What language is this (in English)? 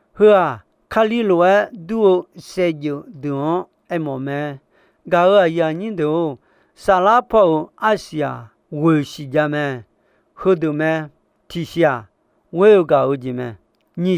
Akha